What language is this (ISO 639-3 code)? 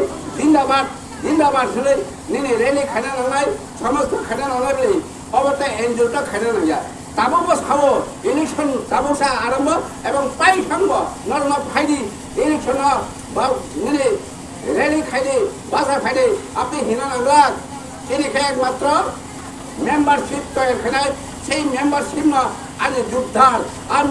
trp